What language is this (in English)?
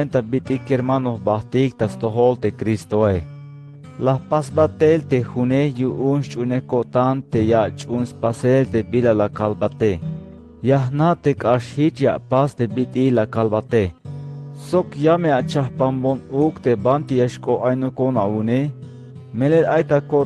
Tzeltal